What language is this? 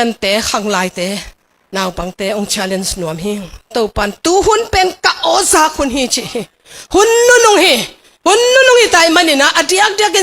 Tedim Chin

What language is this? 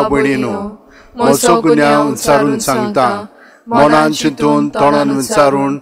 Konkani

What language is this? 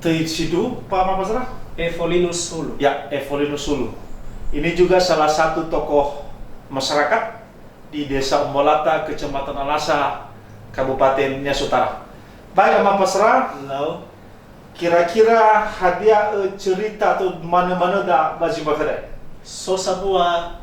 Nias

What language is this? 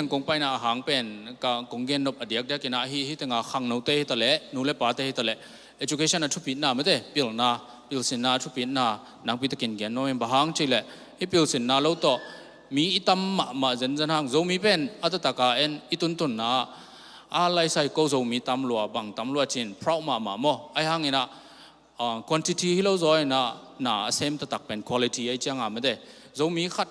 Tedim Chin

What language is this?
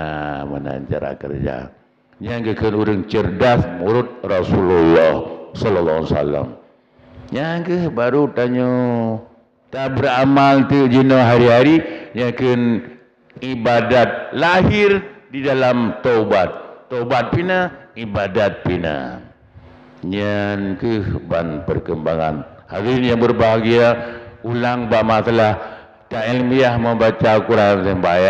Achinese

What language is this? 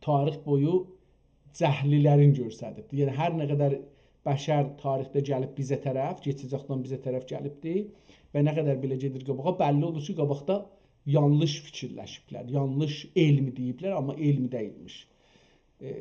South Azerbaijani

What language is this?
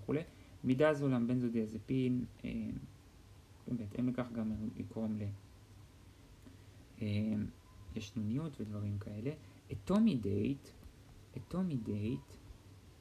Hebrew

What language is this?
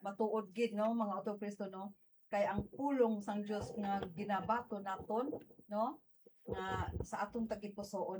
Hiligaynon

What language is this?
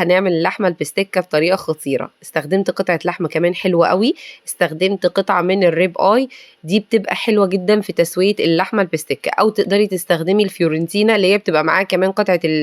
Egyptian Arabic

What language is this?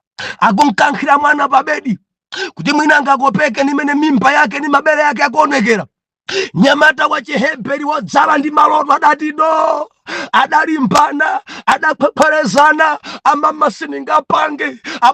Nyanja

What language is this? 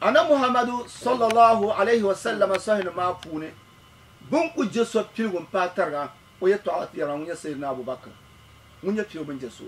Dagbani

